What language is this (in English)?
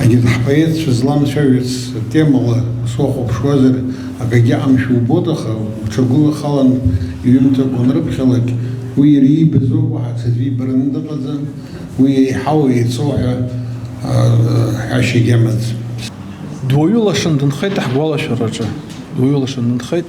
Abkhazian